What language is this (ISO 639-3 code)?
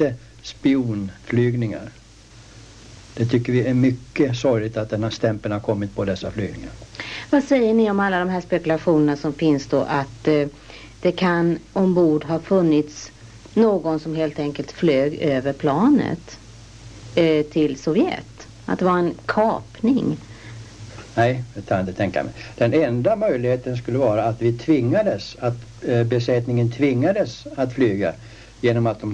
swe